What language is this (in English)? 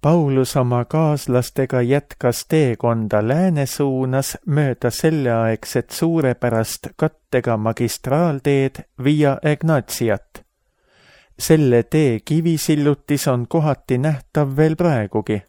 Estonian